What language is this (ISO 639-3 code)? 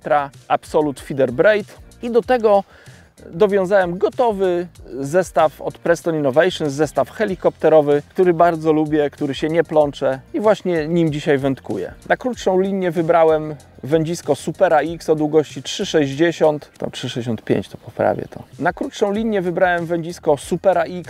pol